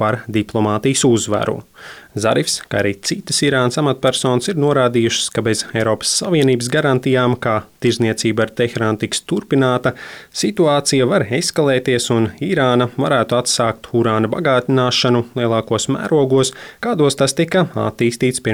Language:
Latvian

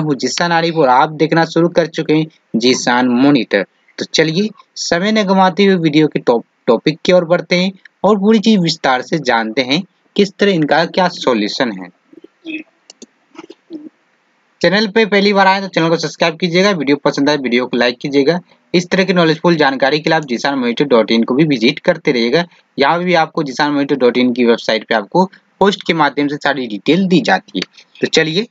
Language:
Hindi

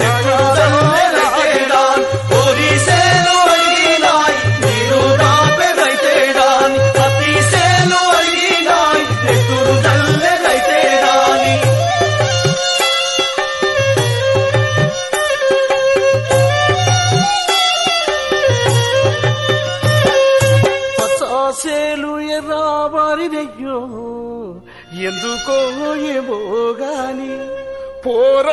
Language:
Telugu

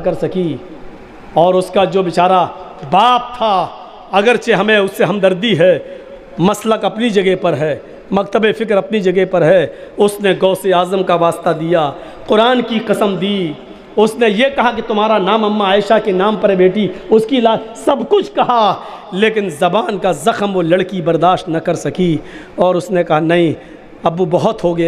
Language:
Urdu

